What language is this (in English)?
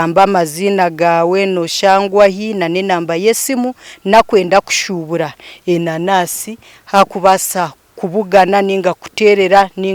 Nyankole